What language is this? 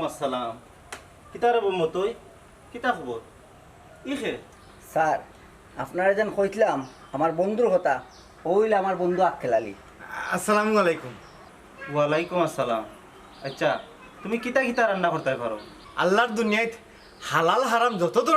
Sylheti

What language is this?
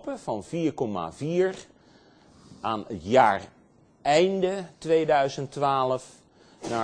Dutch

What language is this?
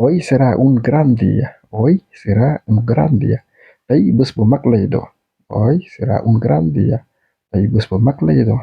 Wolof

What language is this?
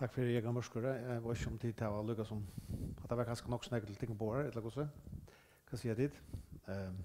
Faroese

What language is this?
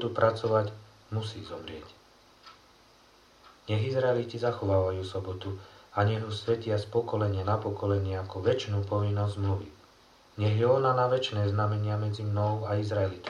Slovak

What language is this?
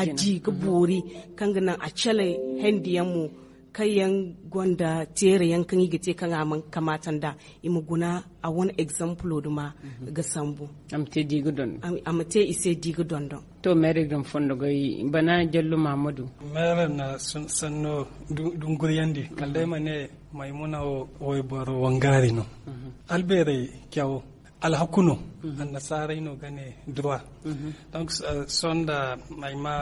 Zarma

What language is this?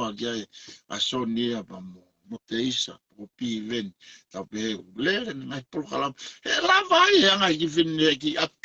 Tongan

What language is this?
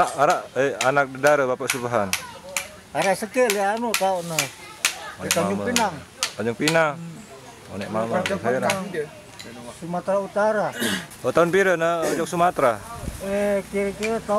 Sasak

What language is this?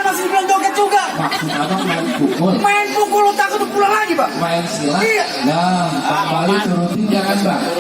Betawi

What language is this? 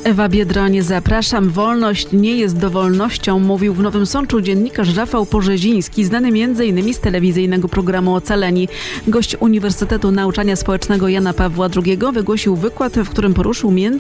Polish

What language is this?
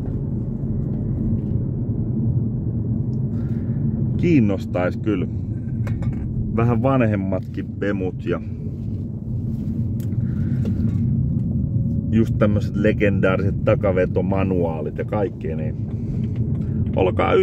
Finnish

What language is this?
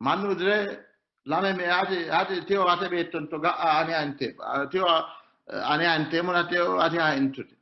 Sidamo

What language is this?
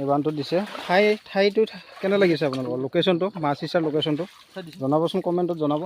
Assamese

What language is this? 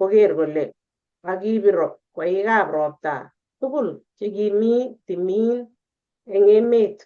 Kalenjin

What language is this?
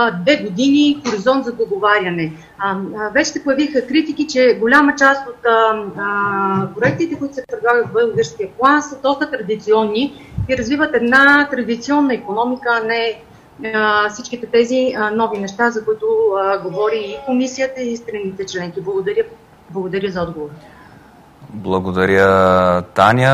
Bulgarian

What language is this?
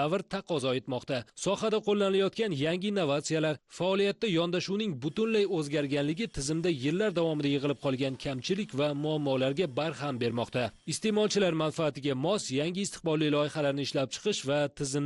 Uzbek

